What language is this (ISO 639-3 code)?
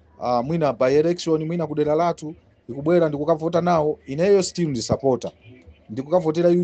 nya